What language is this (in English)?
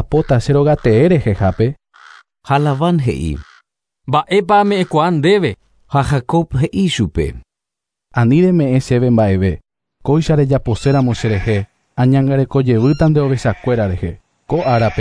Guarani